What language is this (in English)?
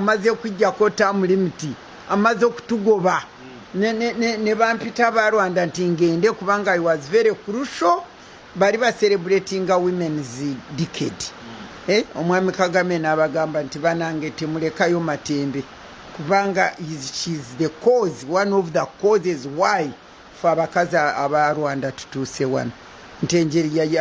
Ganda